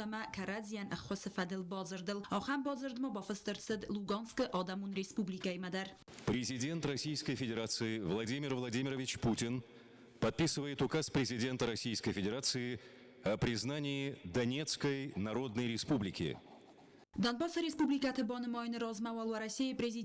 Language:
Ossetic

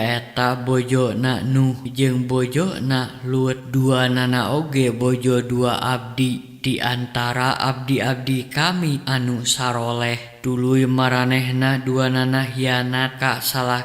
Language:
Sundanese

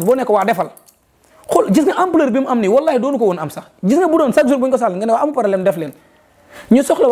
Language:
Wolof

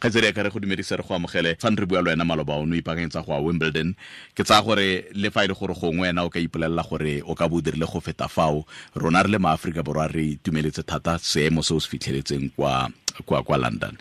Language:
Tswana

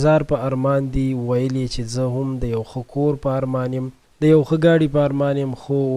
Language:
Pashto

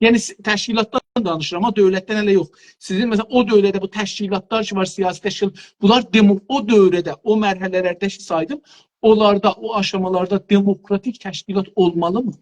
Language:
South Azerbaijani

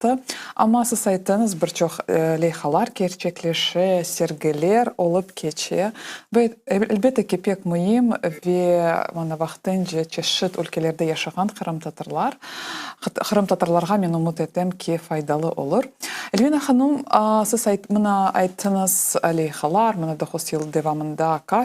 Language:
Crimean Tatar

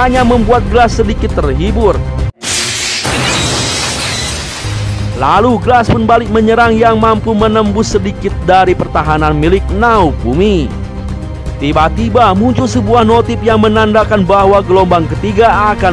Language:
Indonesian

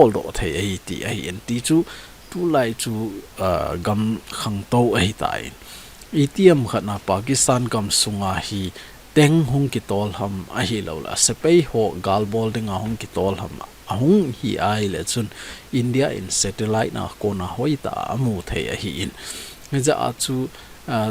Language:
Thado Chin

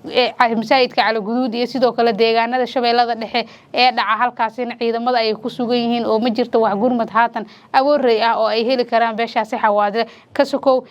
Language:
Somali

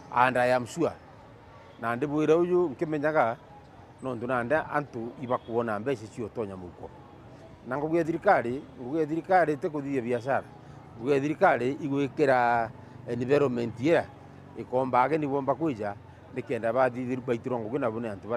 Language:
Meru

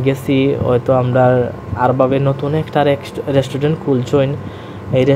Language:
Sylheti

